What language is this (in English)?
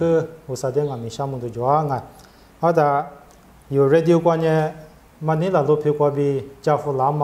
Lisu